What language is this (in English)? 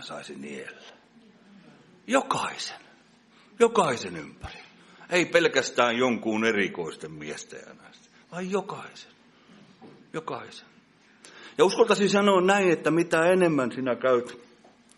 Finnish